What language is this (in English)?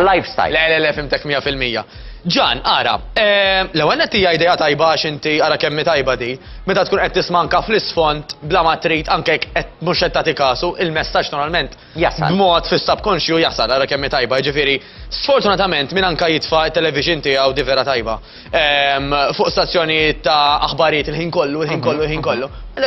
Maltese